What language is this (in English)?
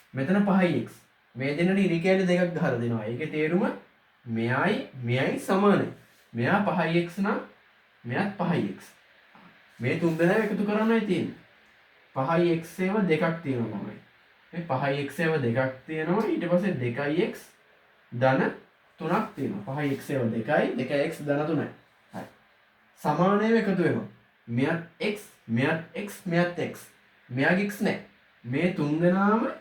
Sinhala